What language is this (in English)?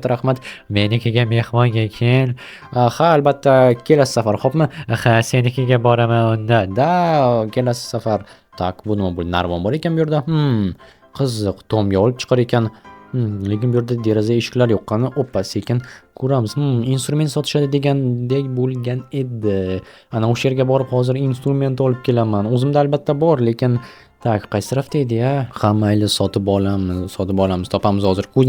Uzbek